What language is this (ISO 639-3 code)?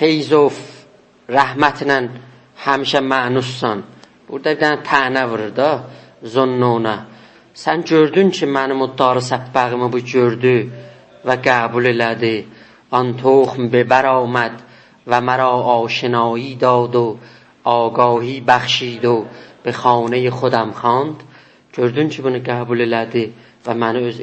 azb